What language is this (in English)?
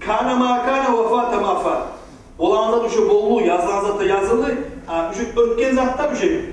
Kumyk